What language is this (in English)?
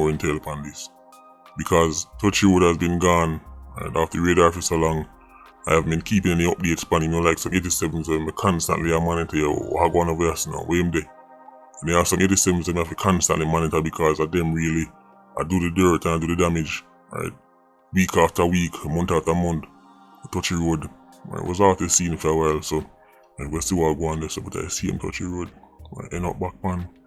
Jamaican Creole English